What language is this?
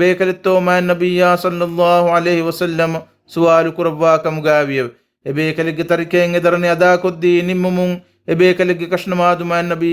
Divehi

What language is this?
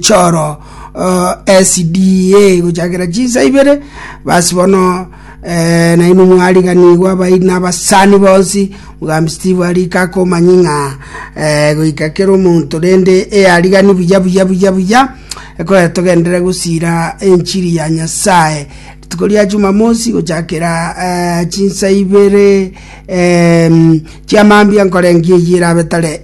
Gusii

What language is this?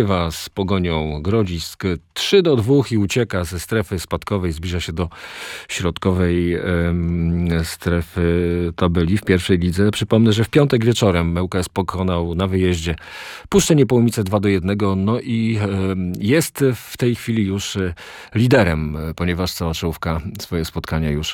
Polish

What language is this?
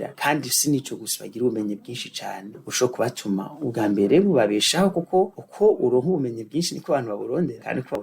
Rundi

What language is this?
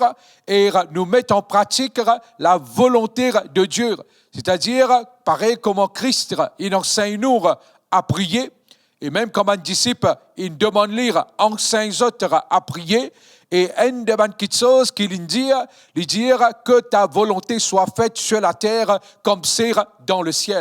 Morisyen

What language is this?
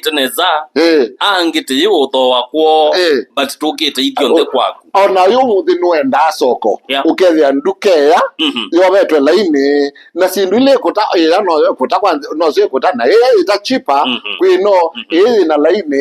Kamba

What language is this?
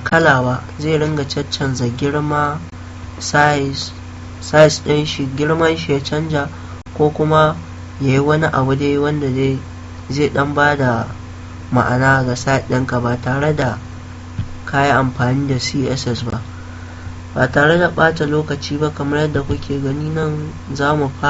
Hausa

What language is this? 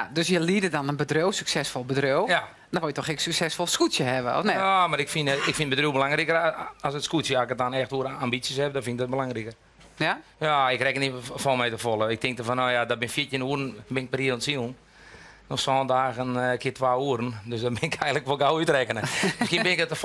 Western Frisian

